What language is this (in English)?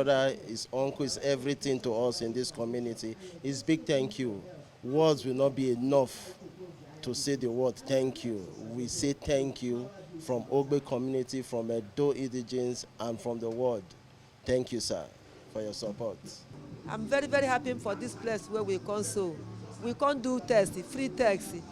Nigerian Pidgin